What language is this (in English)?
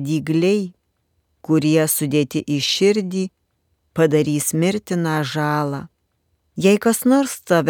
Lithuanian